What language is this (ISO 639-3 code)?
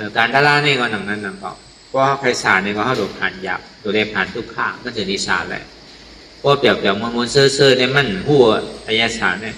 shn